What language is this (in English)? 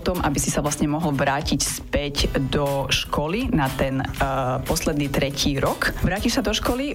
Slovak